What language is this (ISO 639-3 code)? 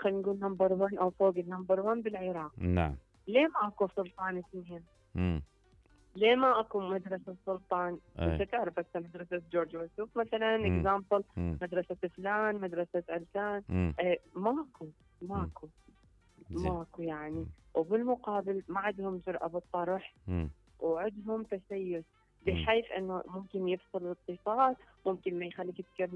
acm